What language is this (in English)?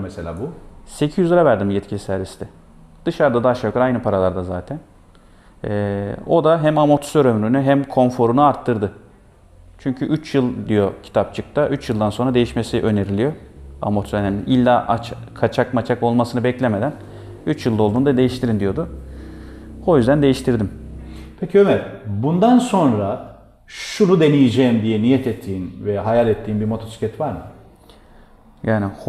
Turkish